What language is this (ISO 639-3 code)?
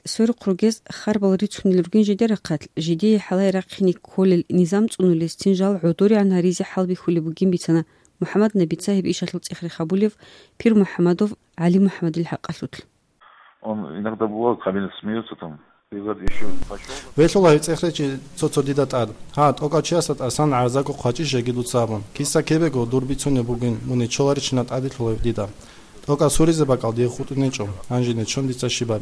ava